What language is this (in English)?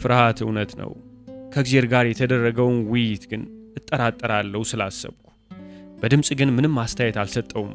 Amharic